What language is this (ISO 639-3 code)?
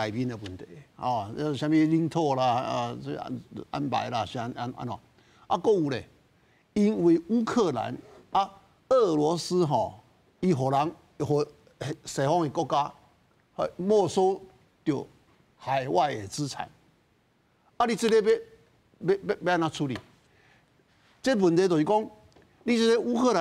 nan